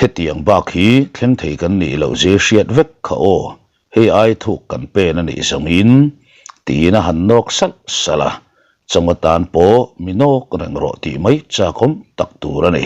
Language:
Mizo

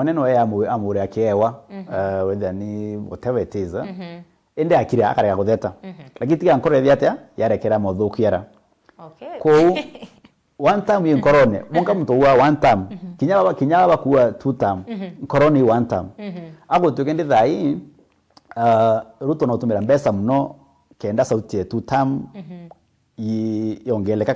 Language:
Meru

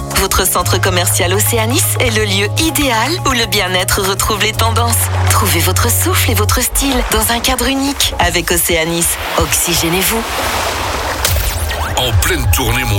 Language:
French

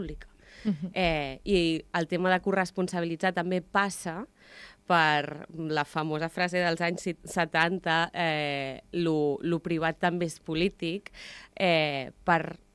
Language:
Catalan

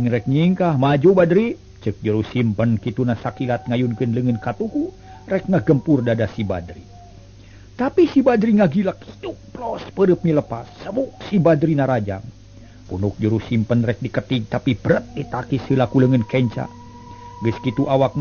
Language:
Sundanese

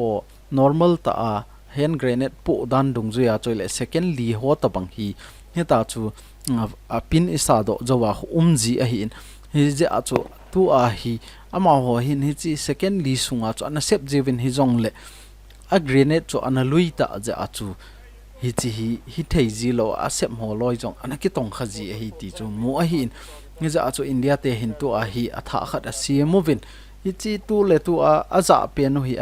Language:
Thado Chin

